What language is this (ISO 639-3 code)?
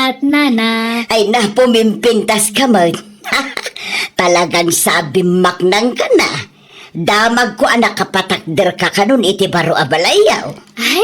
ilo